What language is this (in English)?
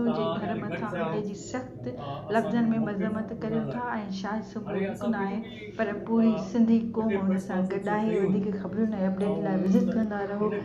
Sindhi